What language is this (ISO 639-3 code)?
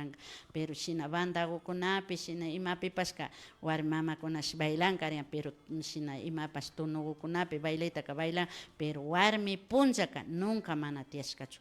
qvi